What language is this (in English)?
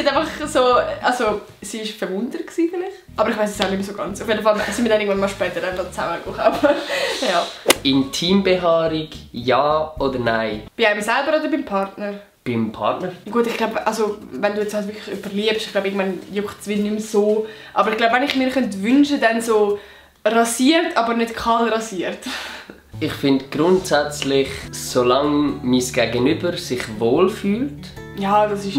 Swiss German